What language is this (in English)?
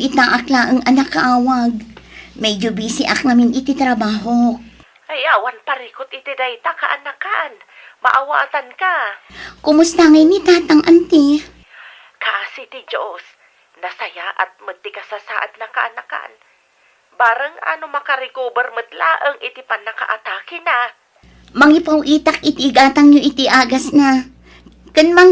Iloko